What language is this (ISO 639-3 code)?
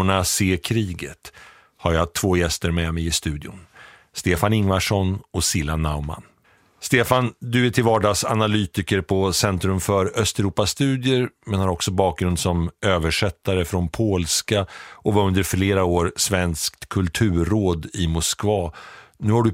swe